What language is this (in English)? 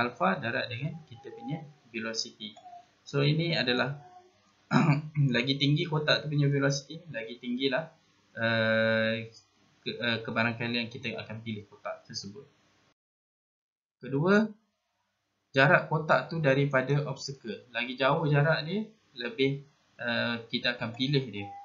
Malay